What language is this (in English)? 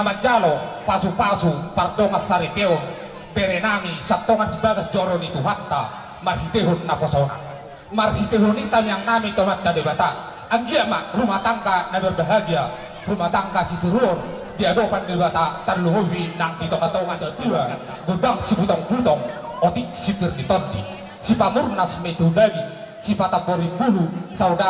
Batak Toba